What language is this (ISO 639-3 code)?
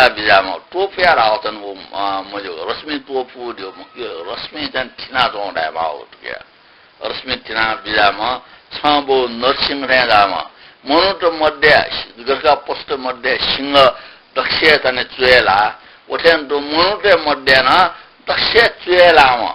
new